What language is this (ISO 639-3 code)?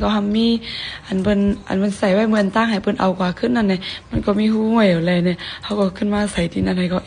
shn